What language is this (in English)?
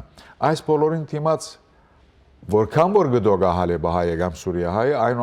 Western Armenian